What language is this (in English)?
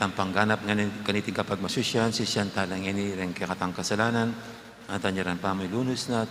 Pampanga